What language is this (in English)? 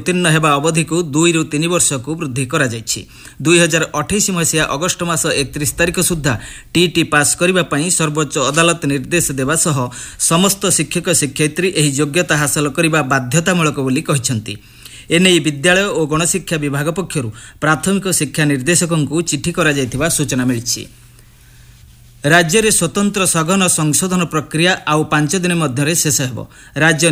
Odia